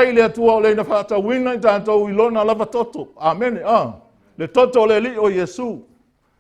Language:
Samoan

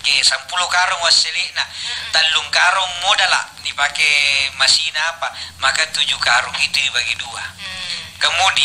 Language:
Makasar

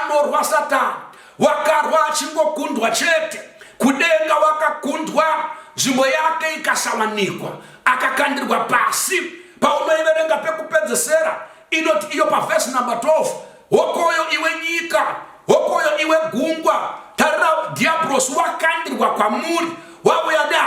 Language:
Shona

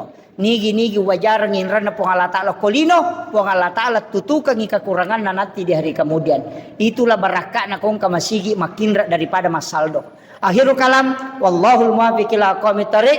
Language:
Buginese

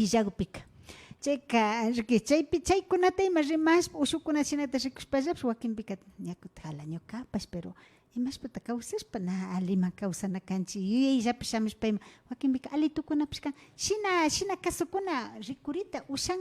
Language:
Imbabura Highland Quichua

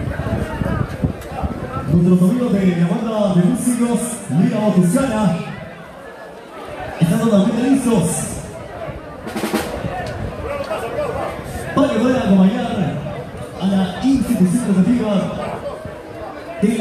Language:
Spanish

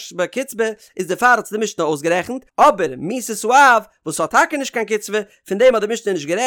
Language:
Yiddish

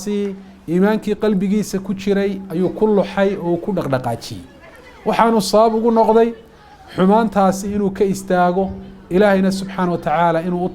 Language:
Somali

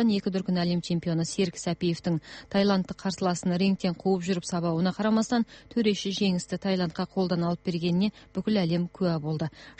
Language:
Kazakh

